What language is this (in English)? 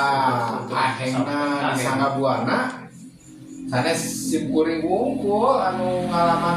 Sundanese